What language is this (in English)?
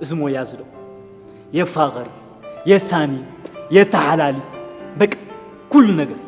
Tigrinya